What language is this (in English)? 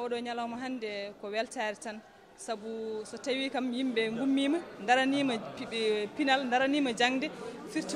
Fula